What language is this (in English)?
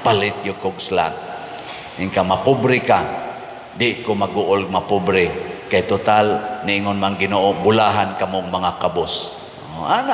Cebuano